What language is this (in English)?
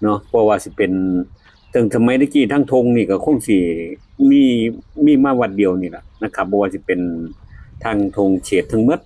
Lao